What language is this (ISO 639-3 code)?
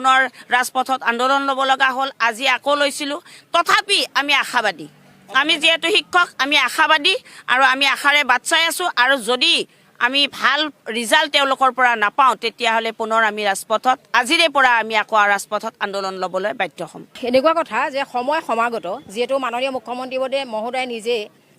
asm